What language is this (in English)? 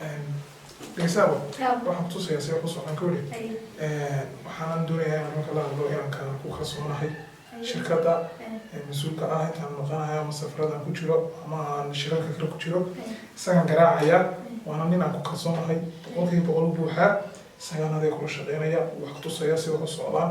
Somali